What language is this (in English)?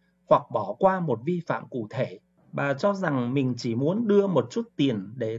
Vietnamese